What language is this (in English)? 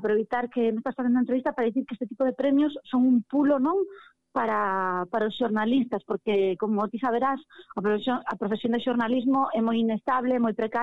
Galician